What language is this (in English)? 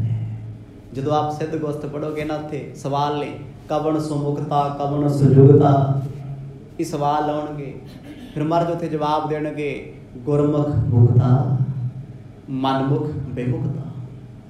Punjabi